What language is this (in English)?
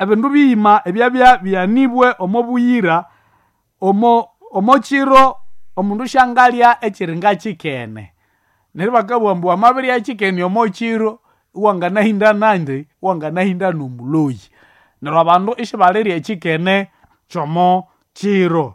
Nande